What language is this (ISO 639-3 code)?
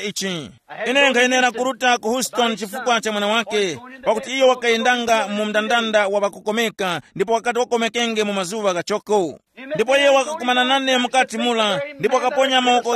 tum